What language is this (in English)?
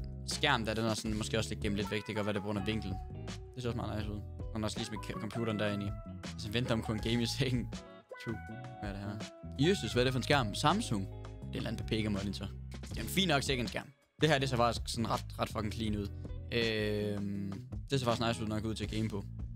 Danish